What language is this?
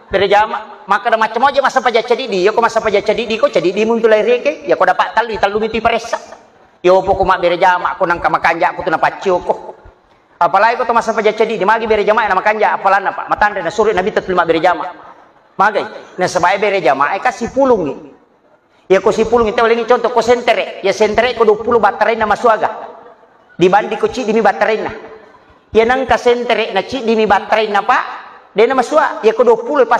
Buginese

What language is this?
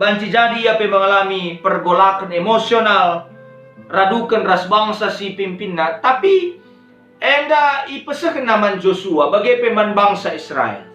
Batak Karo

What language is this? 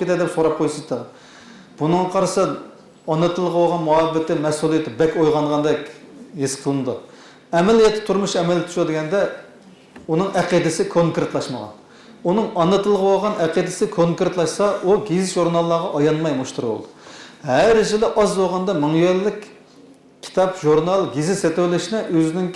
Uyghur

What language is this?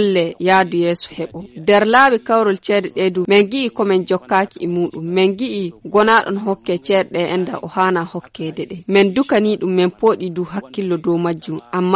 Fula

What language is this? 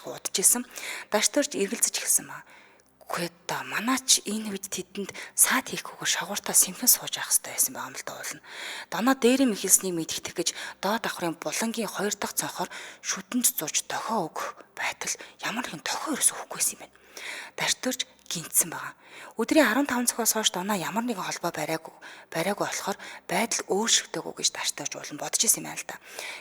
Mongolian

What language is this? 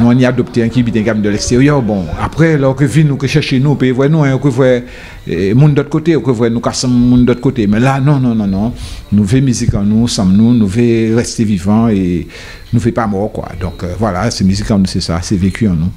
Guadeloupean Creole French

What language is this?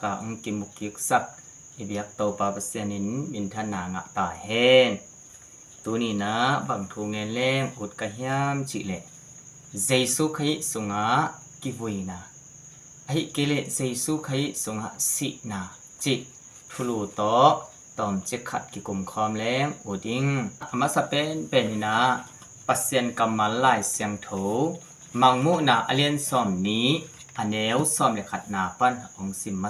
Tedim Chin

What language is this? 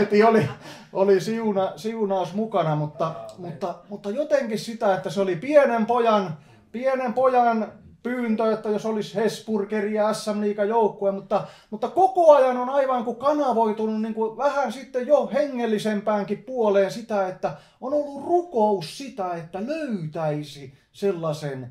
Finnish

